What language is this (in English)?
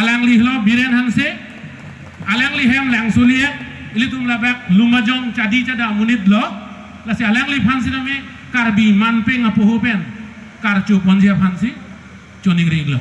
Karbi